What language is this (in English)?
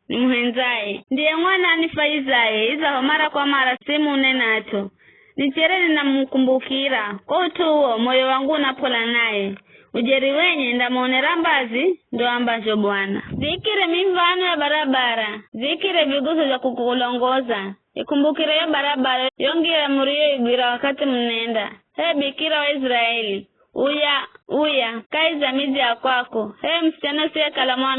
Giryama